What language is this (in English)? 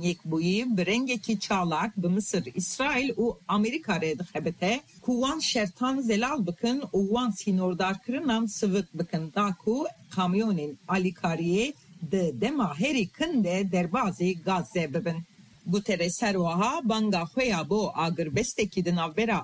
Kurdish